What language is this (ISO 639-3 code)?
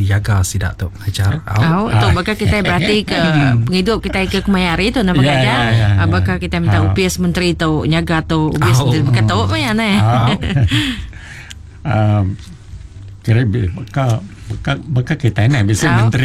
iba